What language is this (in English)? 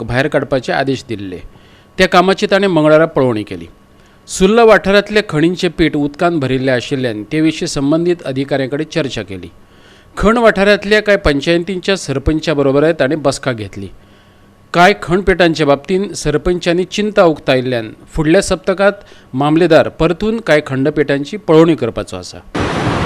Konkani